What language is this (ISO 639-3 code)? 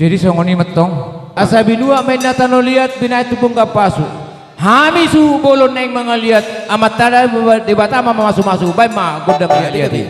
bbc